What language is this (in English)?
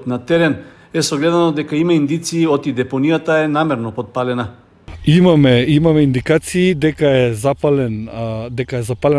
Macedonian